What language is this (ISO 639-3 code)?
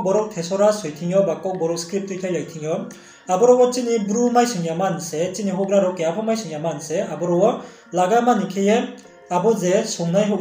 ria